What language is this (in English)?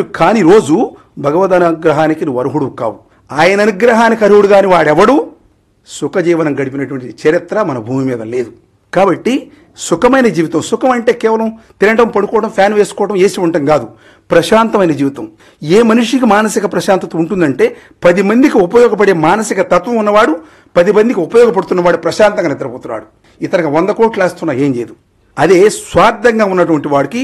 Telugu